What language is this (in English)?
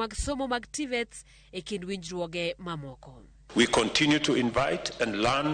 Luo (Kenya and Tanzania)